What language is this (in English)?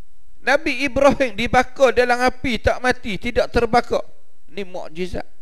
Malay